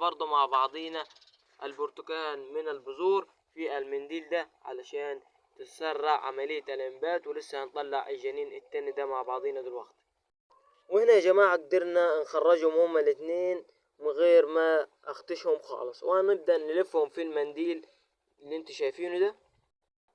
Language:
Egyptian Arabic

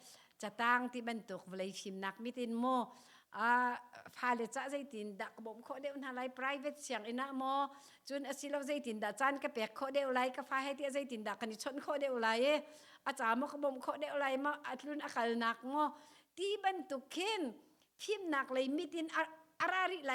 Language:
Hakha Chin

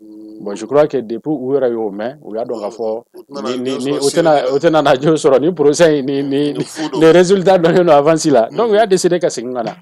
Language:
Bambara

